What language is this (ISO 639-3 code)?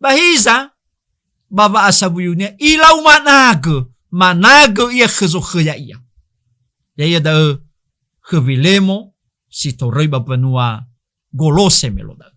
nia